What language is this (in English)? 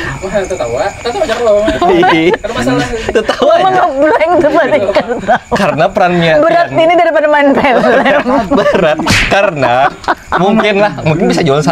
Banjar